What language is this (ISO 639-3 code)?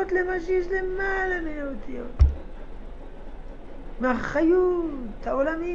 heb